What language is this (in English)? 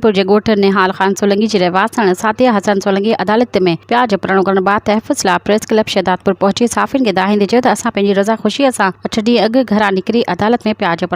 Sindhi